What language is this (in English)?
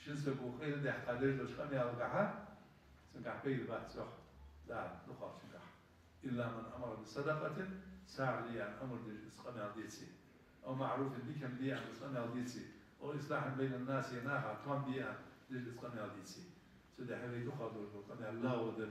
Ingush